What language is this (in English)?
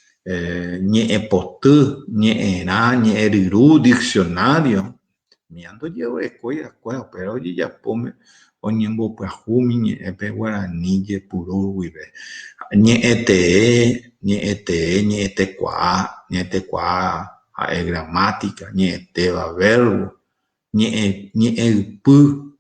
Guarani